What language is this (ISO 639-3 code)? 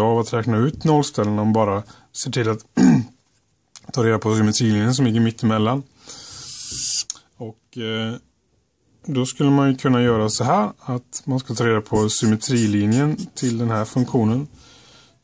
swe